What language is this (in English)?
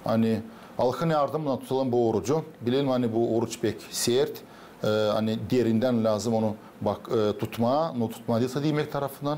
Gagauz